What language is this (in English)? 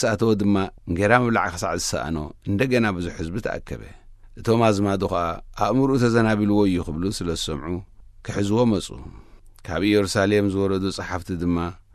Tigrinya